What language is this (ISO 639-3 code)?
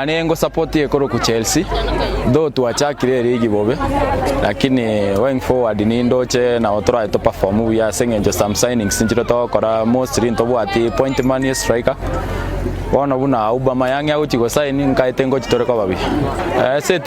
guz